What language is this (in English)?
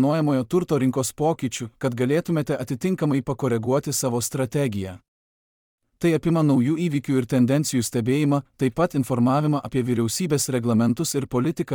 Lithuanian